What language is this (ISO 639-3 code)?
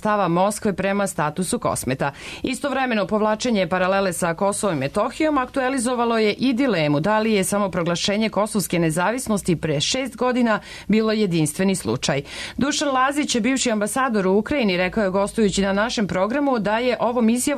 srp